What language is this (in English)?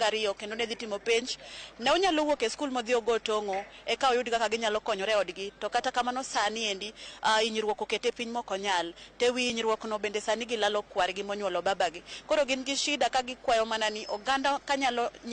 Luo (Kenya and Tanzania)